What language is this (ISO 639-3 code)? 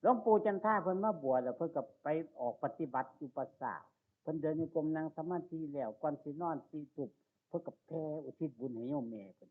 tts